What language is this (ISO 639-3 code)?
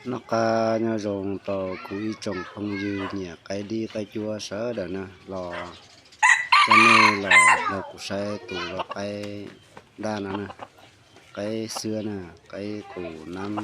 hmn